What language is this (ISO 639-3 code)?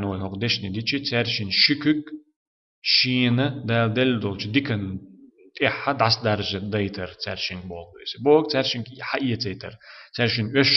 che